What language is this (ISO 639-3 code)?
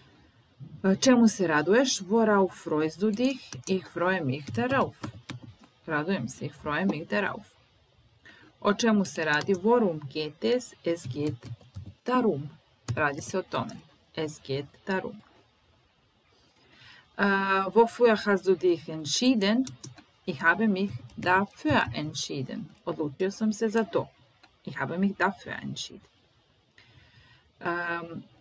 srp